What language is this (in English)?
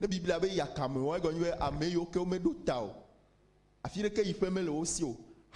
Ewe